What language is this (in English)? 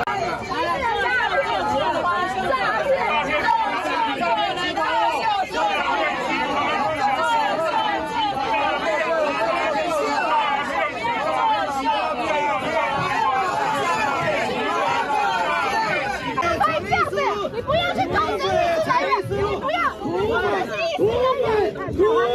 Chinese